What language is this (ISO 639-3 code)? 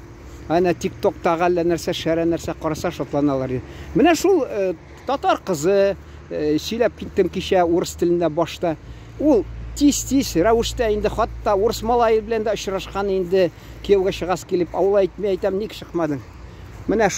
tat